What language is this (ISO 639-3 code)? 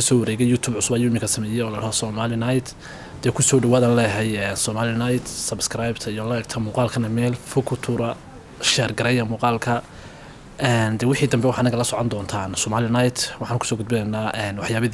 som